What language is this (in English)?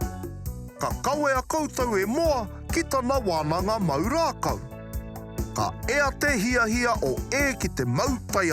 Māori